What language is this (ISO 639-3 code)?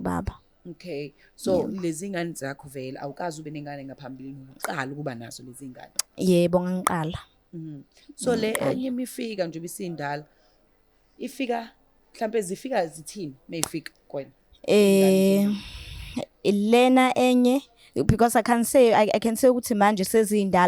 zul